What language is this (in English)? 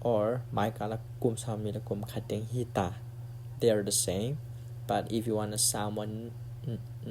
Tedim Chin